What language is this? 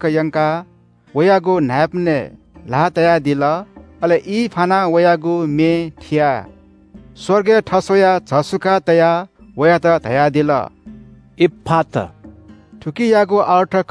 Newari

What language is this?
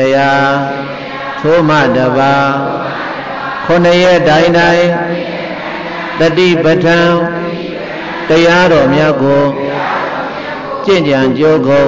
Burmese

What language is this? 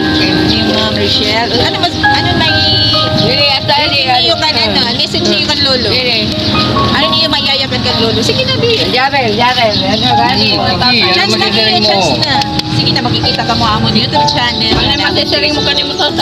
Waray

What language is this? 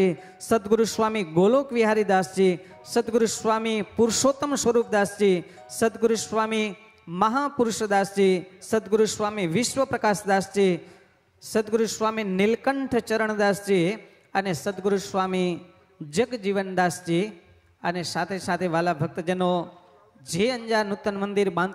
Gujarati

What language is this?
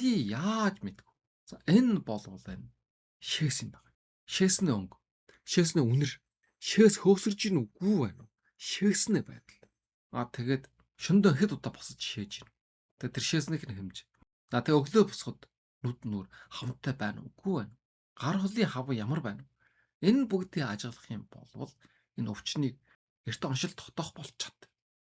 Mongolian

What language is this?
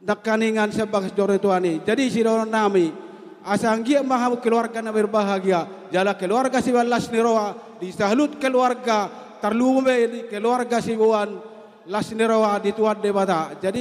Batak Toba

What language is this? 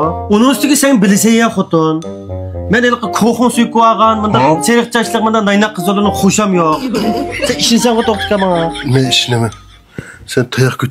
Uyghur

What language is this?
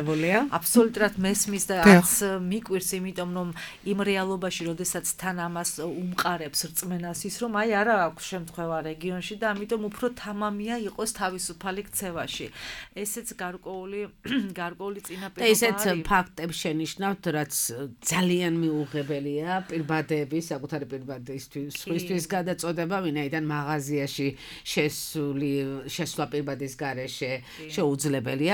Georgian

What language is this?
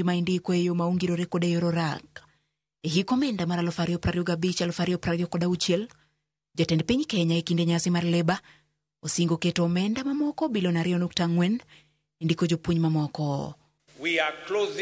Luo (Kenya and Tanzania)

